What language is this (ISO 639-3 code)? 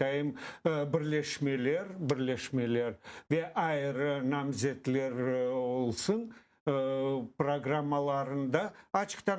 crh